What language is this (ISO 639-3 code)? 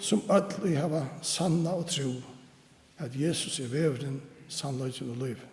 fao